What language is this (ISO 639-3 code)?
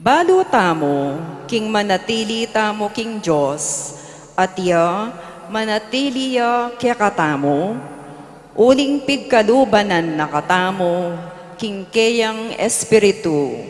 pam